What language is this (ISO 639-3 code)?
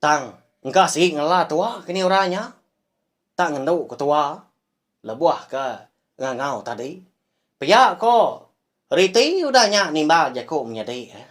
iba